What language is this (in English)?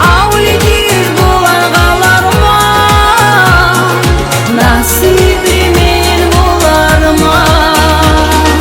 Kumyk